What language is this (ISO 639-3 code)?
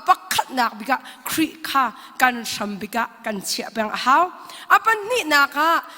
cnh